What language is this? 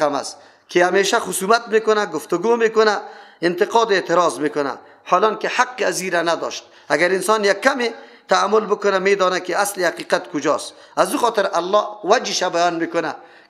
Persian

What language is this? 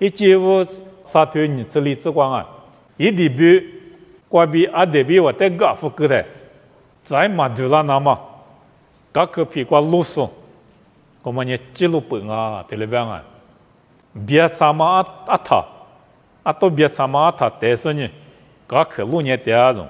Lisu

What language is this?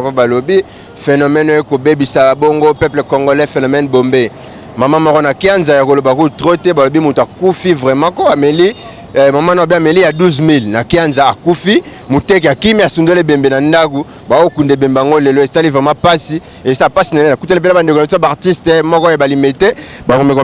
Lingala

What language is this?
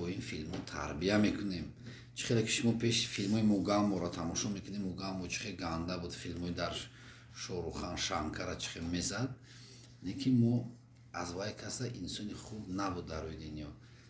Tajik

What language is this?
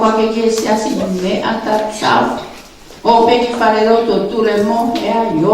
Tongan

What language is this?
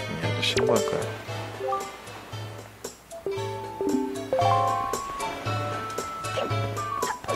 Korean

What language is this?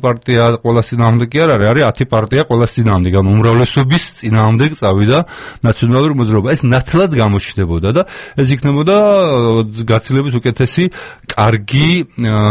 Georgian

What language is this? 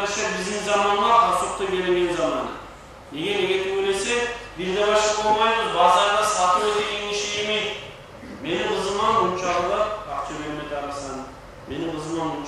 Kumyk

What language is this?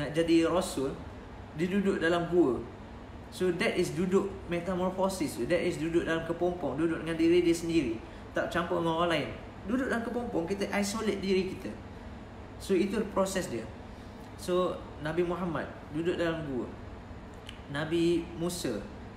Malay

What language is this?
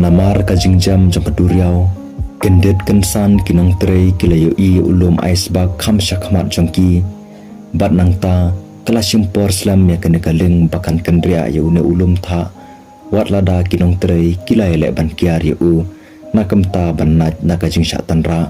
Khasi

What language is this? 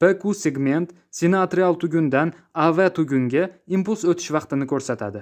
Uzbek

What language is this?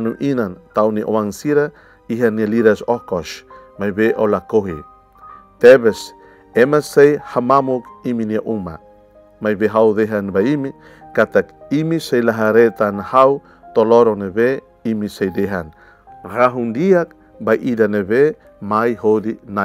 Tetum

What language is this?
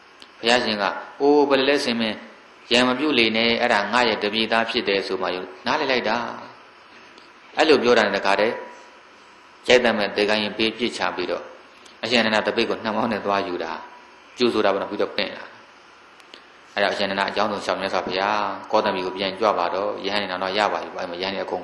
Burmese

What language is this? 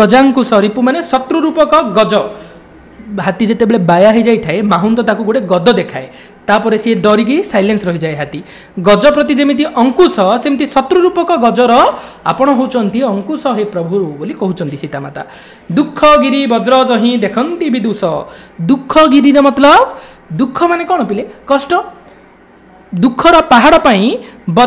Odia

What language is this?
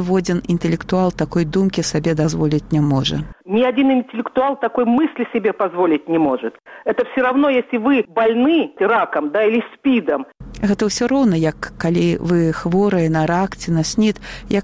Belarusian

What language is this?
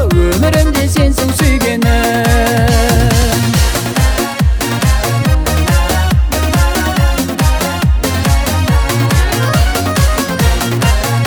Kazakh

